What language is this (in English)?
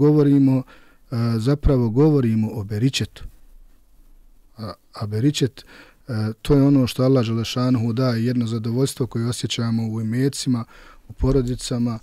Bosnian